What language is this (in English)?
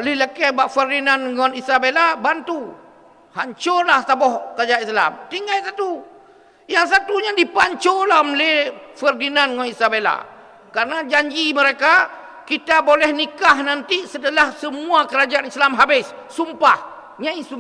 Achinese